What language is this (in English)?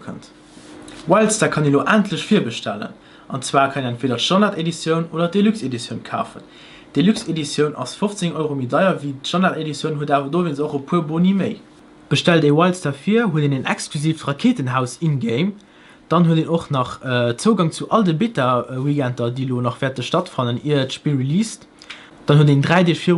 Luxembourgish